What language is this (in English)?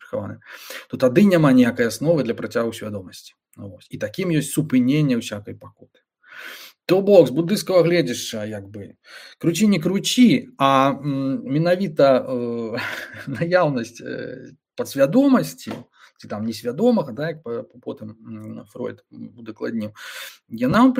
Belarusian